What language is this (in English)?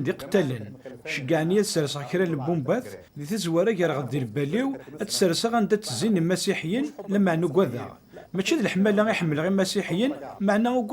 Kabyle